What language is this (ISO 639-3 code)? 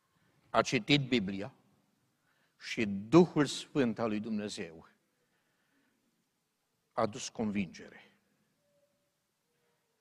ron